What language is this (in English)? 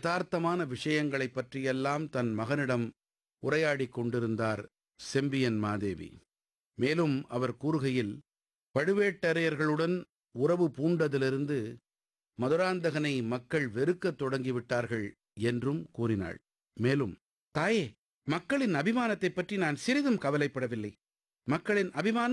Tamil